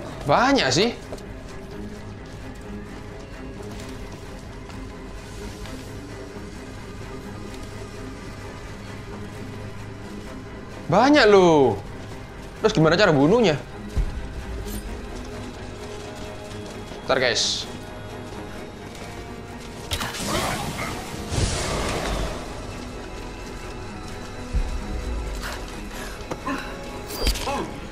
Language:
Indonesian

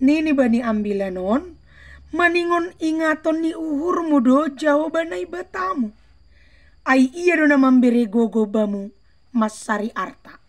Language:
Batak Simalungun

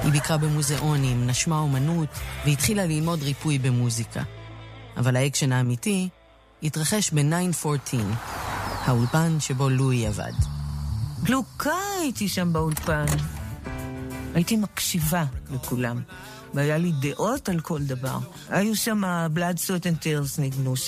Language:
Hebrew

